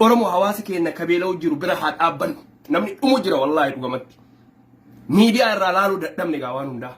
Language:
Oromo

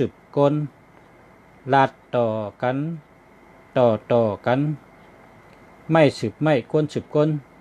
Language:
Shan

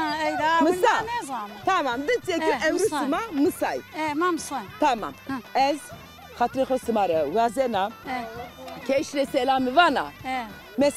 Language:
Zaza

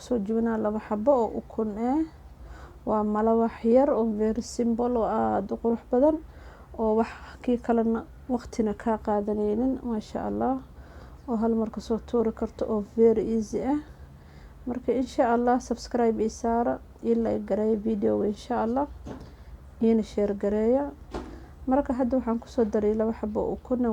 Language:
Somali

